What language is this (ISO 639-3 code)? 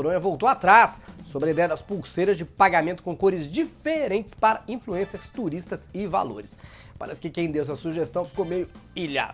por